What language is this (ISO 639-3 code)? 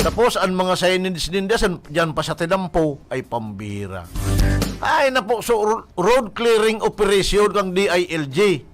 bik